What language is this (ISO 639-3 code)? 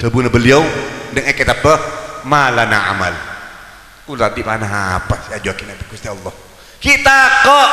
mad